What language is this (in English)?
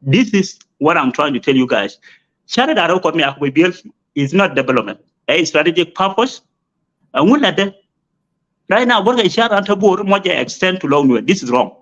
Nuer